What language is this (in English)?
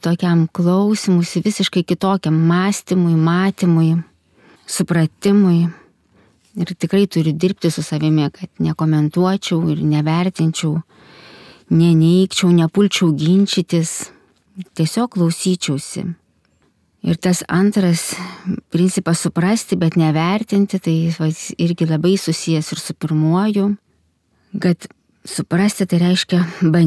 Lithuanian